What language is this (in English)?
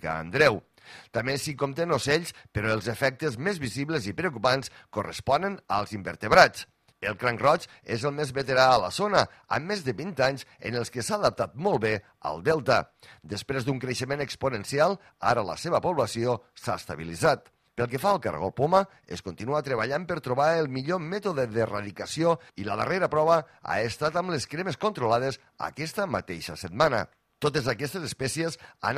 Catalan